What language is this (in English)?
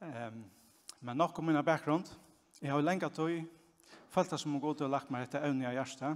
Faroese